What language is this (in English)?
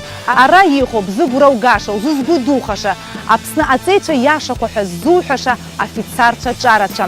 Abkhazian